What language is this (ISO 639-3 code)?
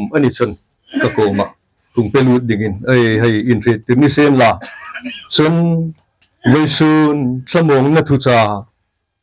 hmr